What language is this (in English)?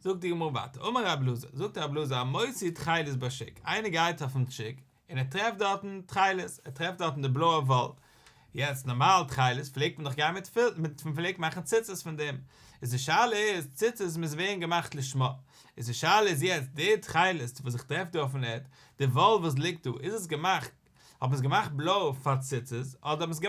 Yiddish